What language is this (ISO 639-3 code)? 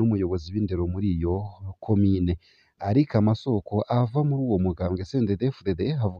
run